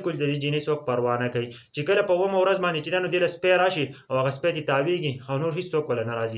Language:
Pashto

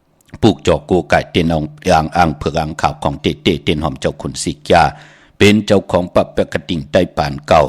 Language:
Shan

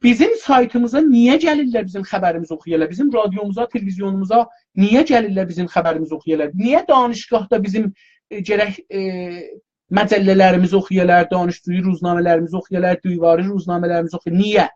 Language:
South Azerbaijani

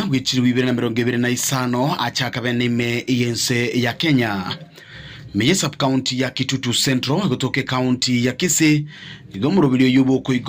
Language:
Gusii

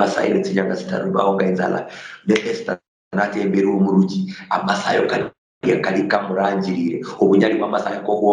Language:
Luyia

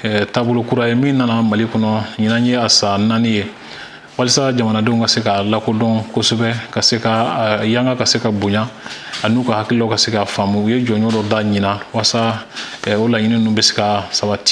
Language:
Bambara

